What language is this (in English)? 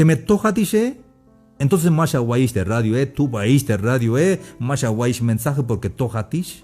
Tzeltal